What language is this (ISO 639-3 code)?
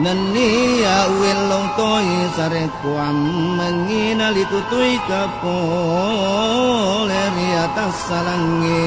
bug